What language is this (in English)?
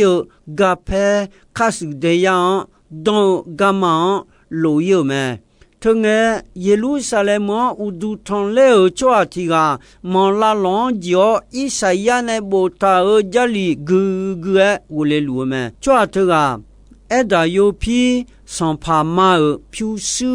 Akha